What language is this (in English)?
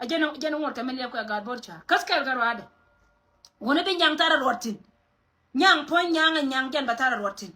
Nuer